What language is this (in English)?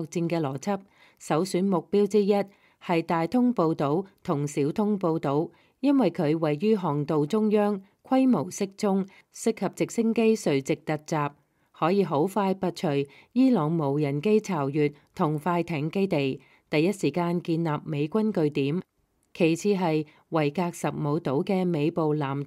Cantonese